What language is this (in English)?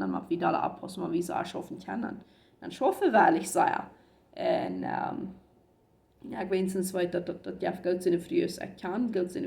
Plautdietsch